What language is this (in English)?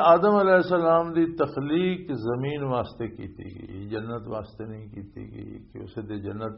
Western Panjabi